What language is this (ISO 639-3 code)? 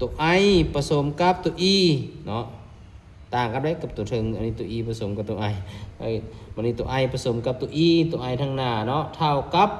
lao